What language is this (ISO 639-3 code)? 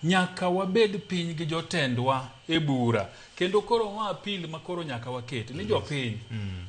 luo